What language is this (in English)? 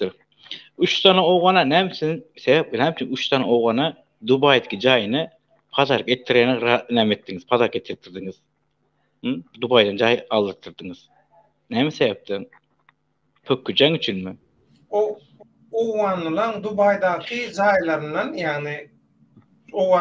Turkmen